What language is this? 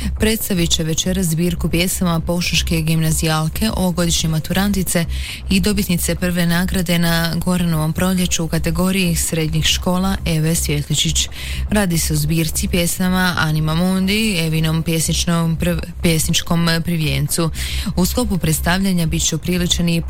Croatian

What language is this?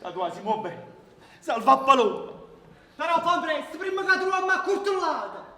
Neapolitan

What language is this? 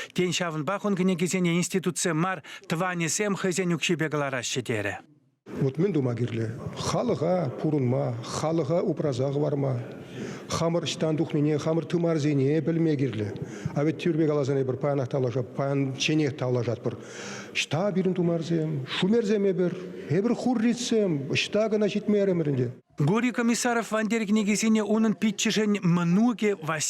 Chuvash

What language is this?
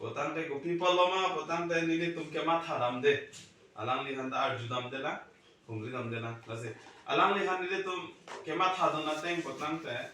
Karbi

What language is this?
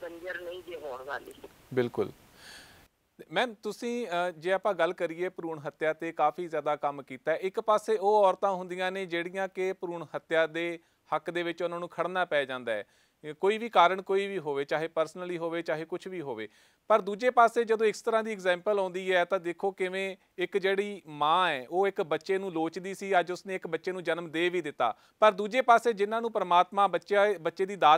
Punjabi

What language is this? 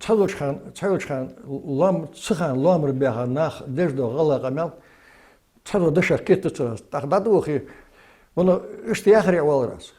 Ingush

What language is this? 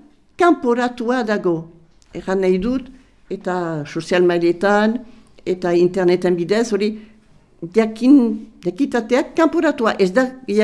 Basque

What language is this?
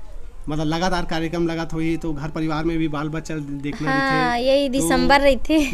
Chhattisgarhi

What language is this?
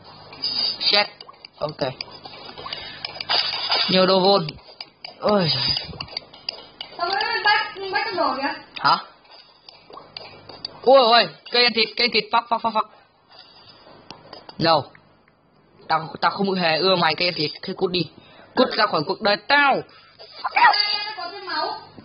Vietnamese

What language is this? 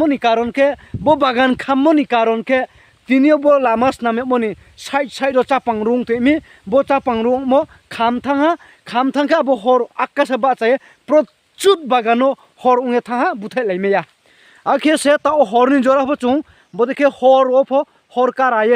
Riang (India)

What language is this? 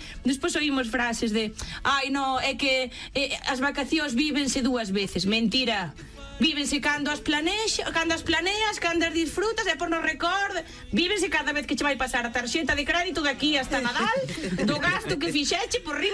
Galician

